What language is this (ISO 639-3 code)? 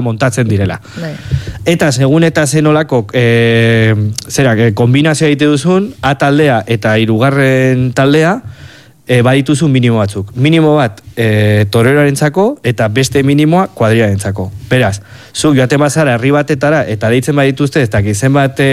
eus